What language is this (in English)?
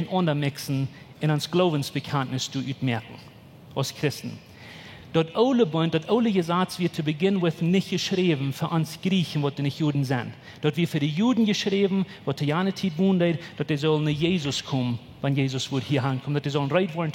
Plautdietsch